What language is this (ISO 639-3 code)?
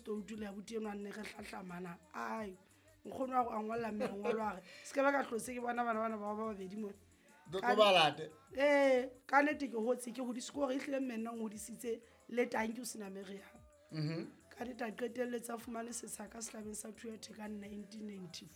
sot